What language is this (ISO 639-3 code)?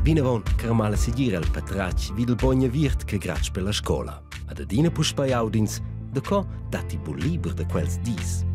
roh